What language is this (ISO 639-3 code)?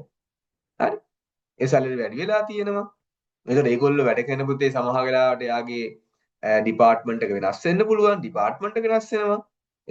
sin